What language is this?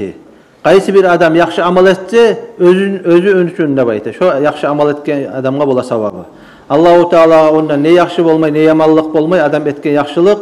Kumyk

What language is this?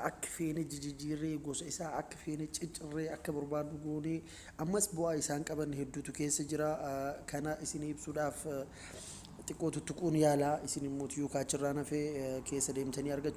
Oromo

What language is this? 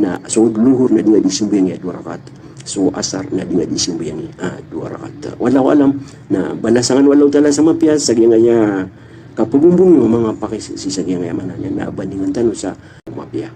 Maranao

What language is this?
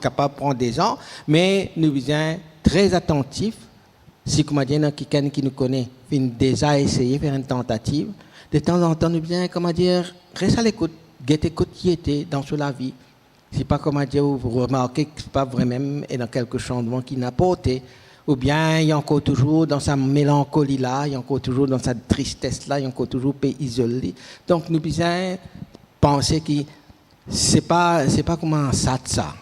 Morisyen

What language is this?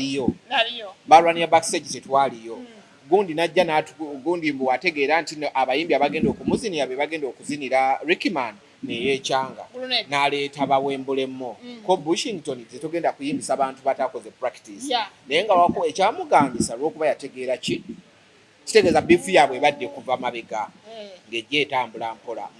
Ganda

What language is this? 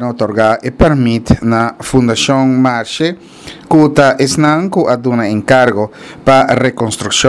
Papiamento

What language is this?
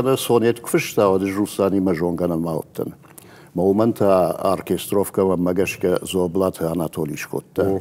Ossetic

